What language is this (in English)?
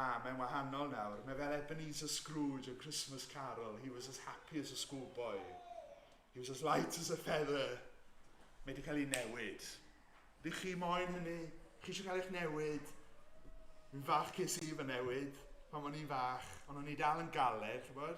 Welsh